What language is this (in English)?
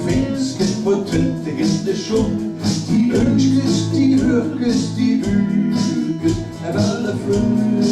Limburgish